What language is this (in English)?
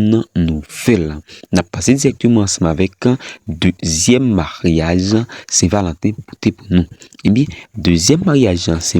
Haitian Creole